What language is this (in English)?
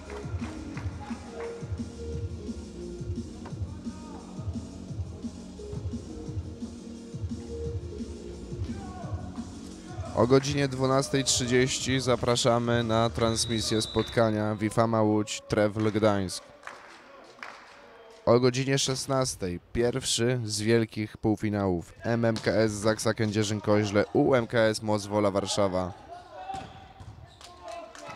Polish